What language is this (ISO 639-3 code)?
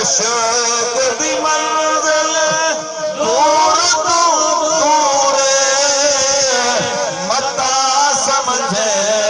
skr